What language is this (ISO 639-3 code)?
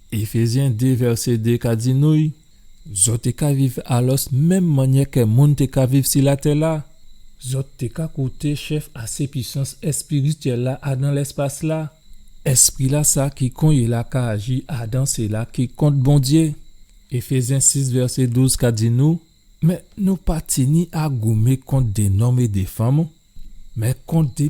gcf